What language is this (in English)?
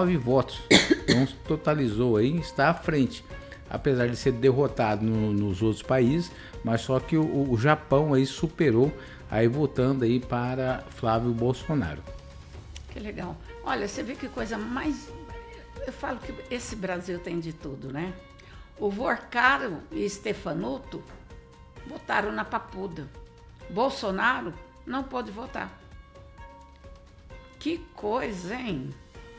Portuguese